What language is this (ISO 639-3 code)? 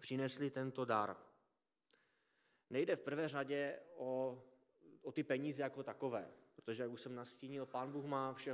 ces